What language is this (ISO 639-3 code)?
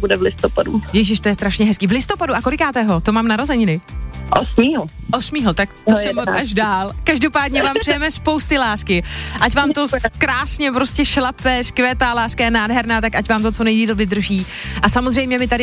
ces